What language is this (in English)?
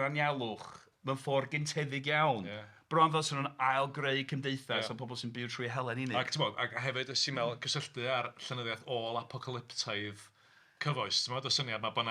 Welsh